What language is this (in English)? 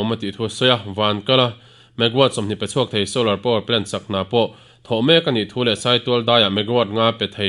Mizo